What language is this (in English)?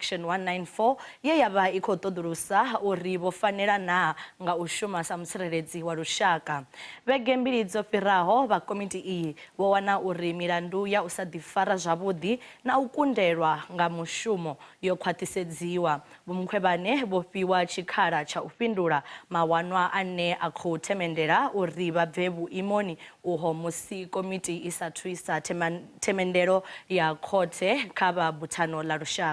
Venda